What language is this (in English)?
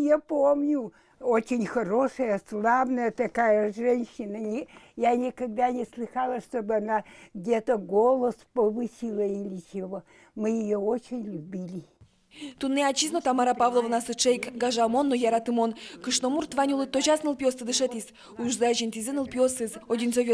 Udmurt